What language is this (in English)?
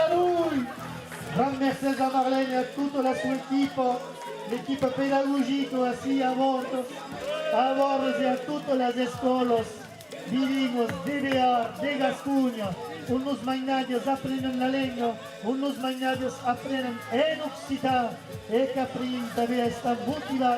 Occitan